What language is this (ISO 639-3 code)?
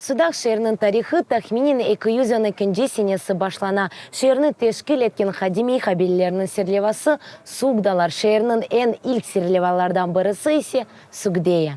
crh